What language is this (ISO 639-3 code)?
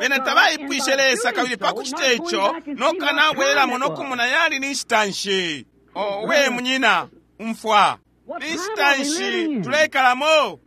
bem